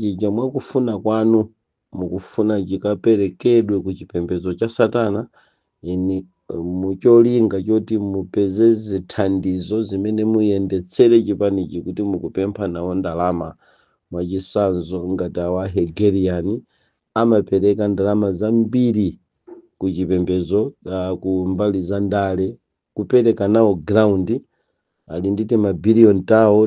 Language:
Nyanja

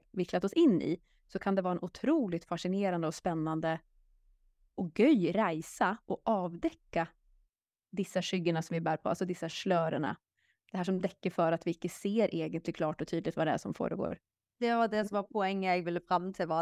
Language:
Norwegian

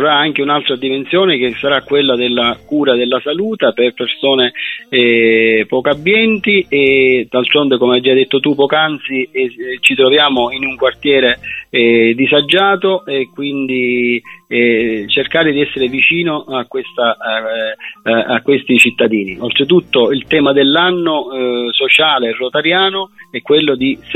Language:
Italian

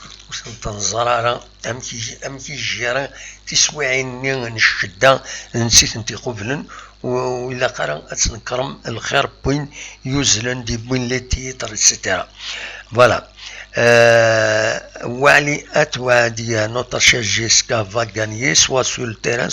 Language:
Kabyle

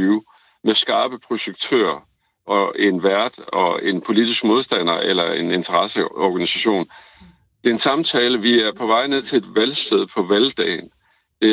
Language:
Danish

